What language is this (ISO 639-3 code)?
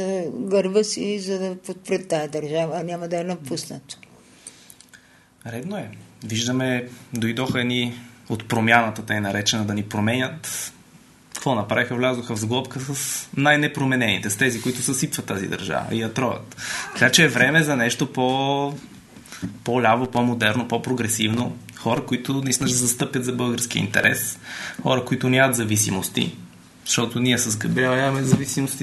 bul